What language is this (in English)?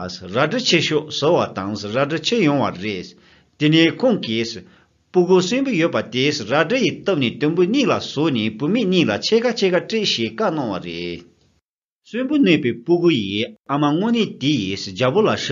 Tibetan